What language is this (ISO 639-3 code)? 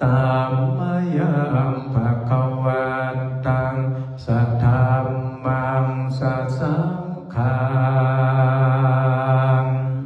pli